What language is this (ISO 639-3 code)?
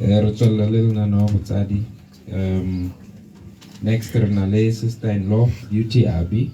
tsn